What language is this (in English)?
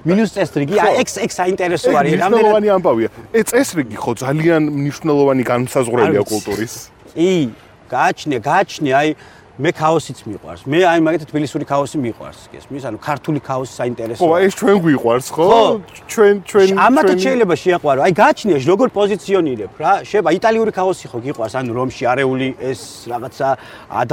Georgian